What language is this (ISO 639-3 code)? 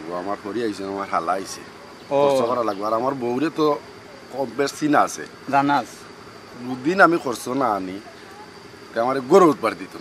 syl